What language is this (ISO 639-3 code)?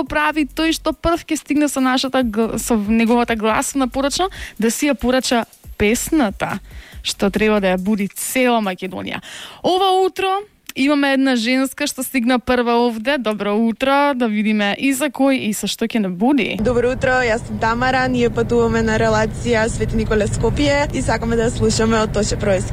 mkd